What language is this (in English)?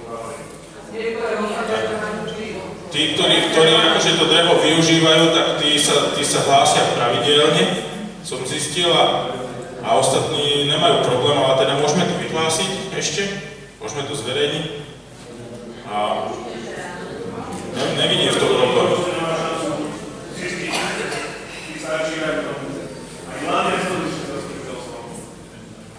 Slovak